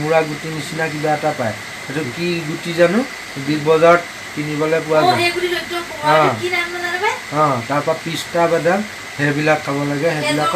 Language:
Assamese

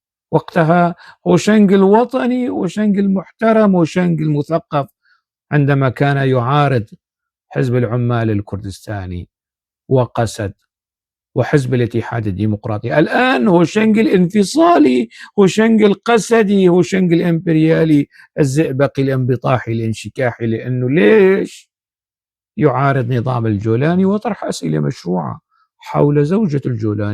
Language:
North Levantine Arabic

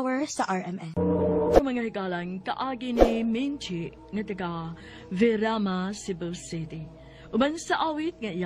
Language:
Cebuano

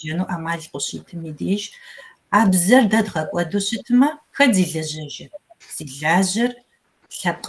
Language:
Kabardian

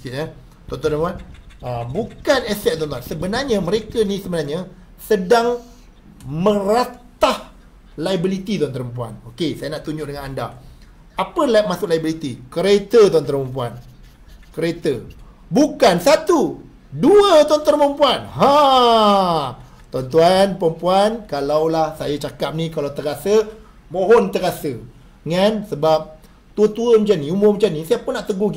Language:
Malay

